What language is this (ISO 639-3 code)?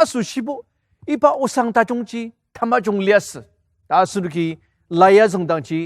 njo